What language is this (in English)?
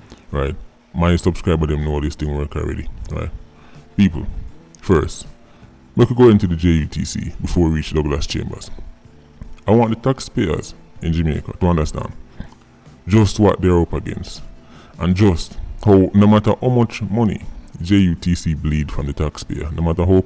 Jamaican Creole English